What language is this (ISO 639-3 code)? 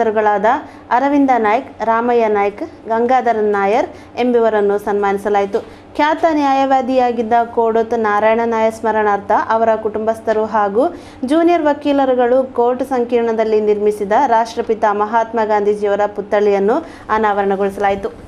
kan